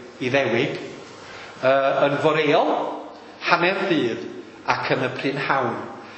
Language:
Welsh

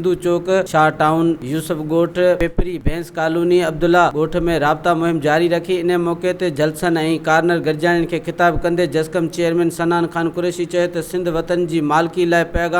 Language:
Sindhi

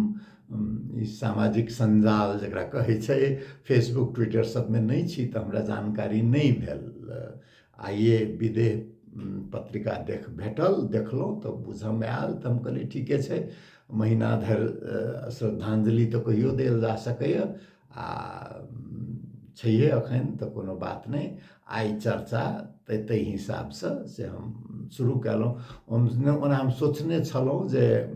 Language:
Maithili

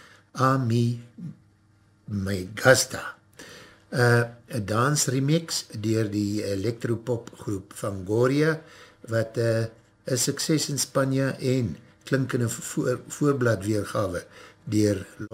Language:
Afrikaans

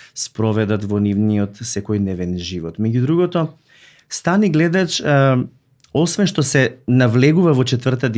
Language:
Macedonian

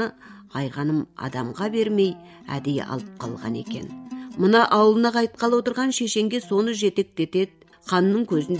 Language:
Kazakh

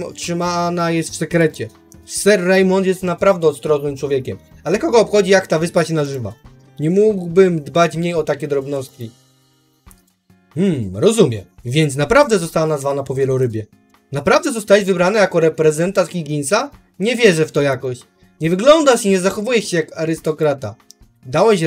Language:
Polish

